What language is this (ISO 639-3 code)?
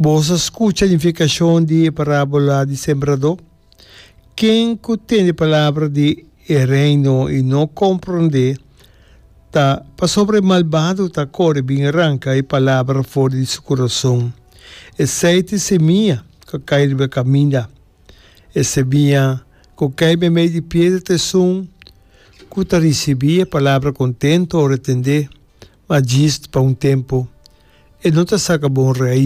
pap